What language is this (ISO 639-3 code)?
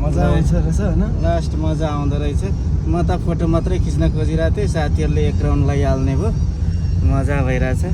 nep